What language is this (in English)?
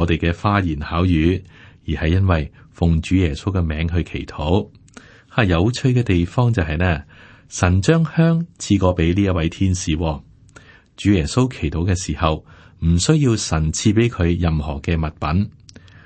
Cantonese